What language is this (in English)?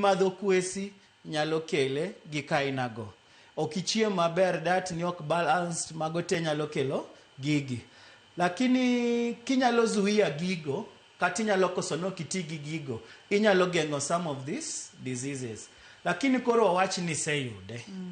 Luo (Kenya and Tanzania)